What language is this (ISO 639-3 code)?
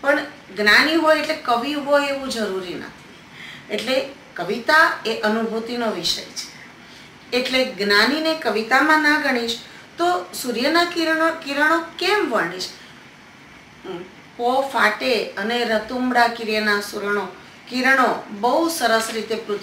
guj